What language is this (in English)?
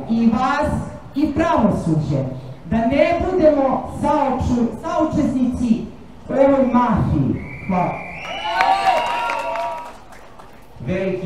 Serbian